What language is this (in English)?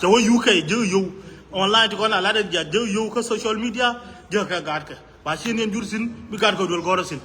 Nuer